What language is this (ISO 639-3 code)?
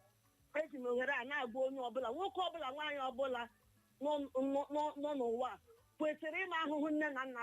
ibo